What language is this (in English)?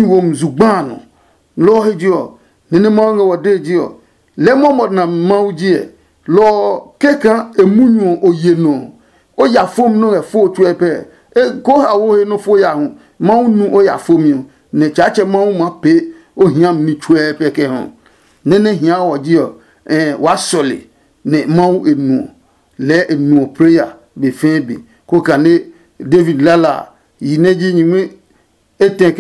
Adangme